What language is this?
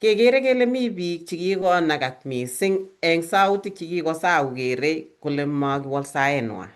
Kalenjin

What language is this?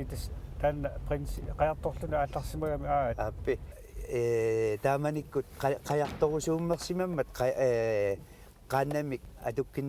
Kalaallisut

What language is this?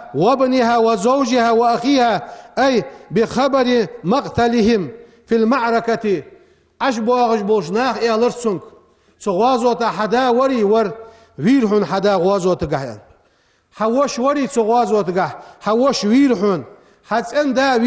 Ingush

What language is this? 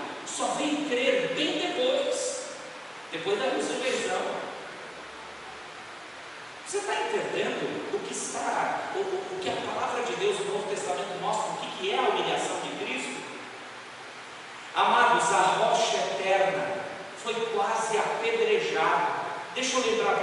Portuguese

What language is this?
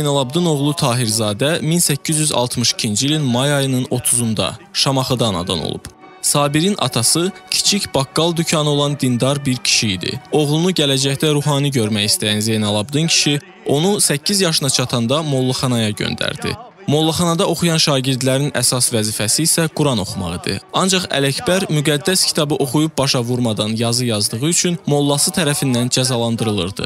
Azerbaijani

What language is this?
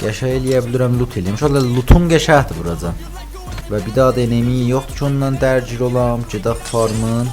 South Azerbaijani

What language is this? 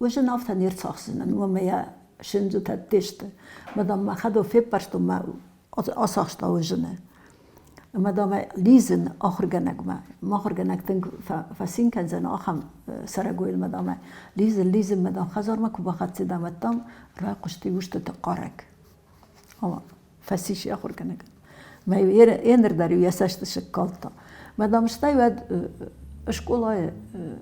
Ossetic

